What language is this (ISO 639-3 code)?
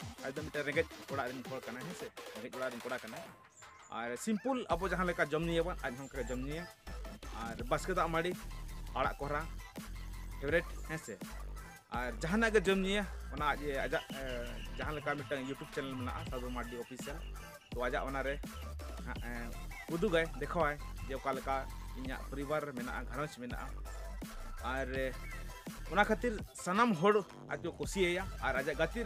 sat